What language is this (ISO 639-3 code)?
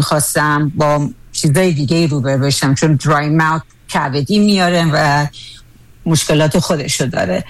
fas